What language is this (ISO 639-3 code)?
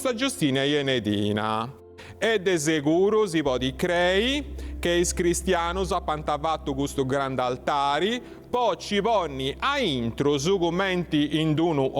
srd